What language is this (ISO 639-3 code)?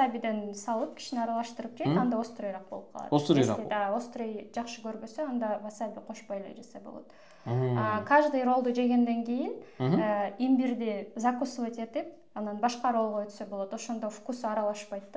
kir